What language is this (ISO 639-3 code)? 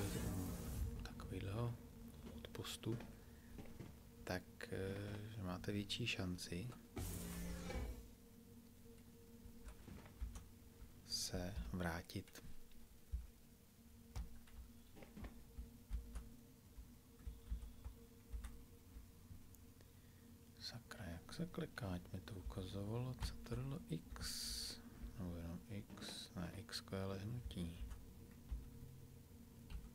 ces